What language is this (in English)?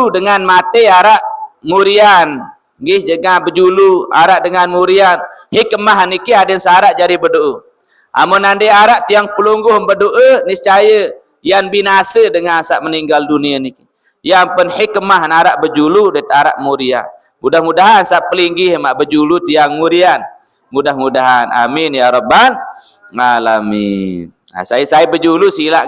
Sasak